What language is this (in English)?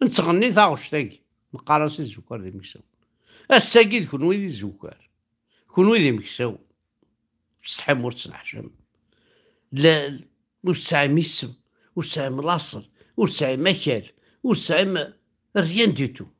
Kabyle